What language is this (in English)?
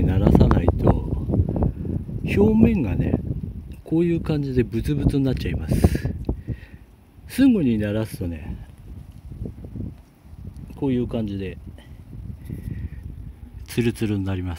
Japanese